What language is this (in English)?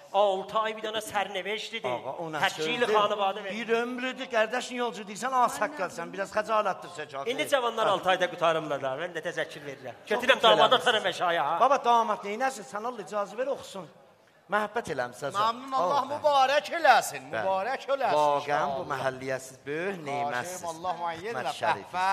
South Azerbaijani